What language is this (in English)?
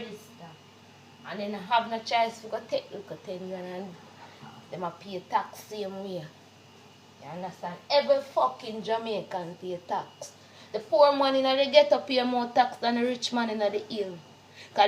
Jamaican Creole English